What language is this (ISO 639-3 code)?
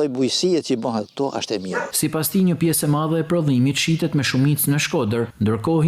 sqi